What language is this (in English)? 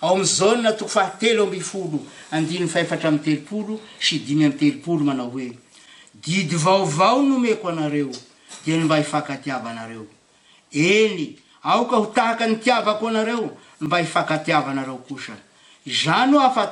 Malagasy